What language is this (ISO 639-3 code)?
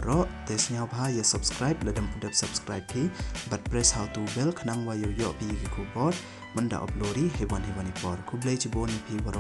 pbv